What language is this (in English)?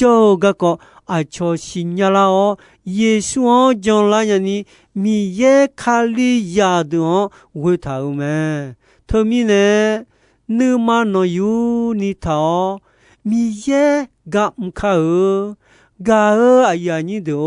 Akha